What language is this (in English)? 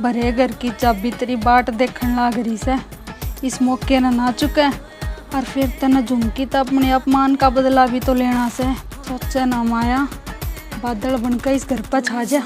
Haryanvi